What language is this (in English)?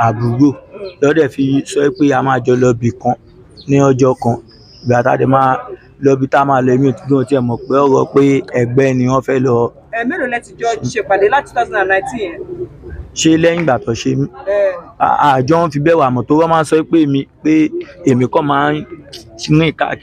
Yoruba